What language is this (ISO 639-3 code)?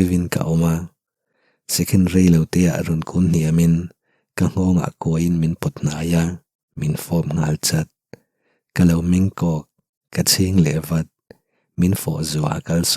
lus